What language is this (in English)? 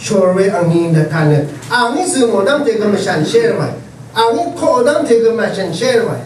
Rawang